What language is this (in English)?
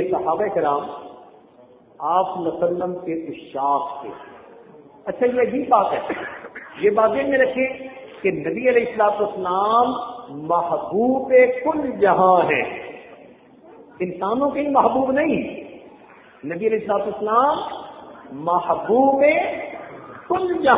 Urdu